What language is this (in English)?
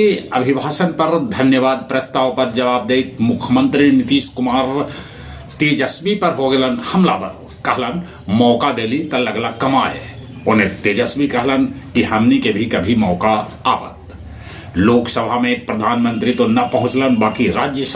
Magahi